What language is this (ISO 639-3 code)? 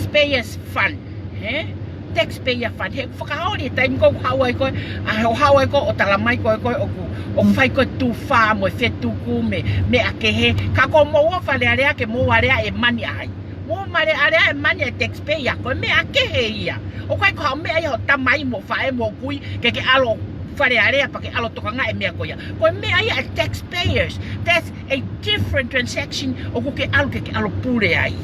ton